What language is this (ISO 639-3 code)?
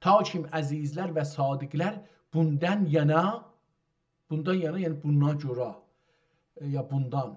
azb